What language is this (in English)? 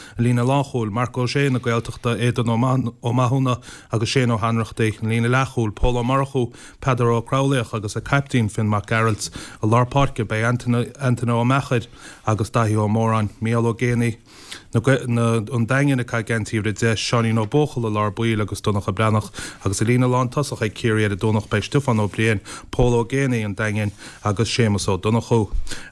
Irish